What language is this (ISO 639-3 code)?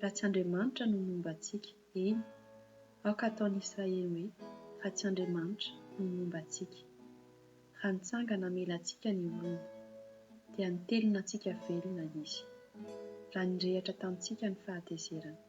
mlg